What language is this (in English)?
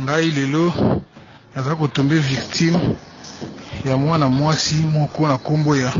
Lingala